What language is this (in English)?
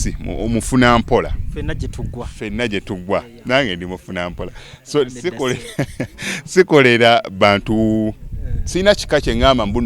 Ganda